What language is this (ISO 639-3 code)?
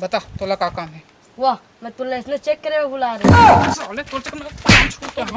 hne